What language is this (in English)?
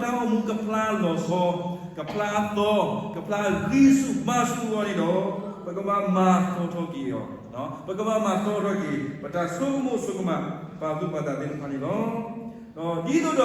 S'gaw Karen